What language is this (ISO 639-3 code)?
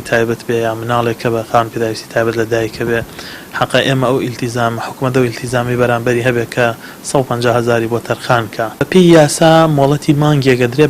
ckb